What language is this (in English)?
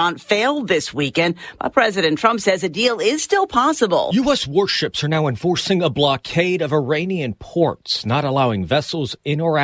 Palauan